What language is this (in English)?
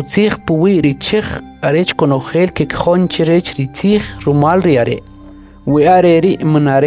Kʼicheʼ